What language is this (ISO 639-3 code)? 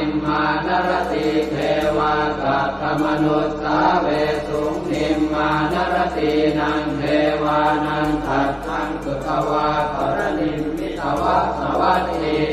pli